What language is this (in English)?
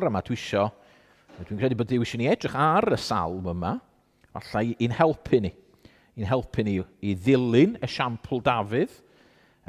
Welsh